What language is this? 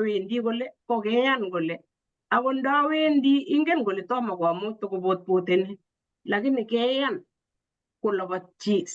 Kalenjin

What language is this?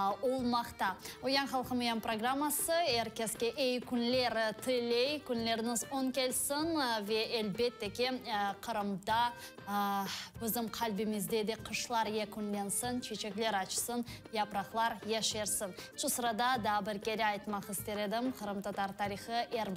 Crimean Tatar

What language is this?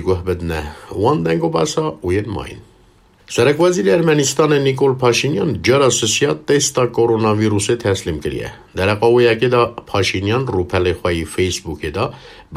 Kurdish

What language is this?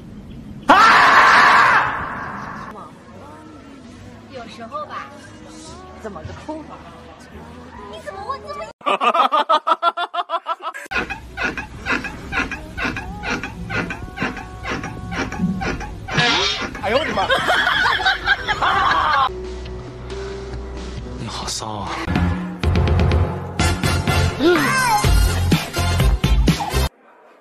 Chinese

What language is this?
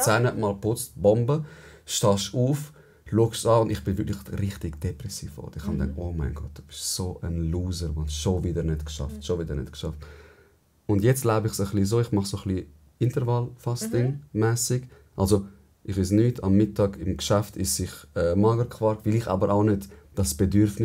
Swiss German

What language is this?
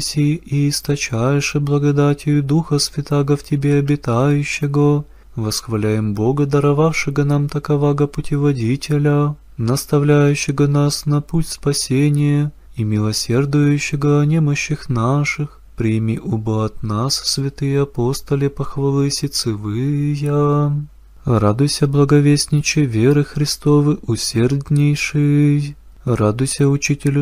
Church Slavic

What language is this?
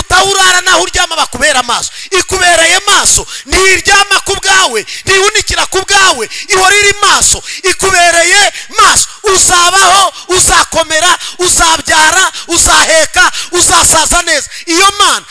Kinyarwanda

